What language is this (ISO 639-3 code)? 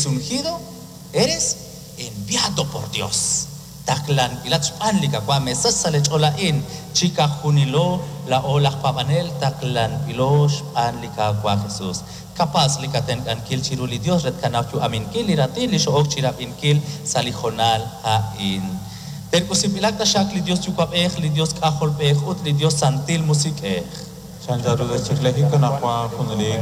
kek